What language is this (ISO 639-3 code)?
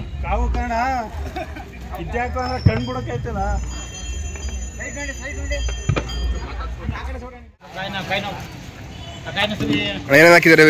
kan